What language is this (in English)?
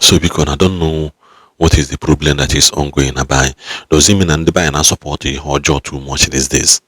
Igbo